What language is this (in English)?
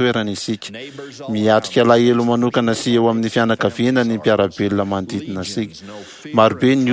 Malagasy